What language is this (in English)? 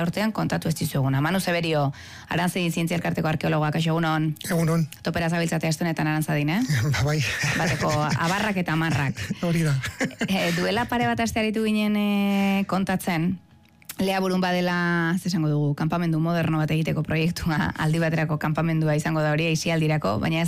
Basque